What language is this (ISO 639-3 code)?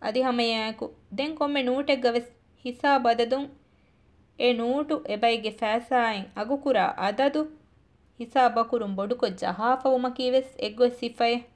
div